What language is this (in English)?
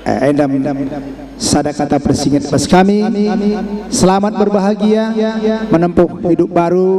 Batak Karo